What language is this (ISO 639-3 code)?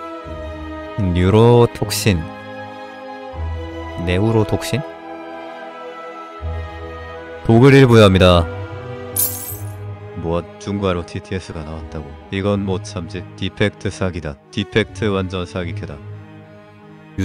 kor